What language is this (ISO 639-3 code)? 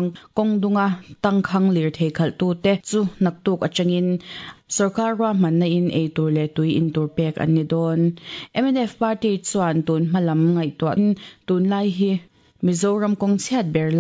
lus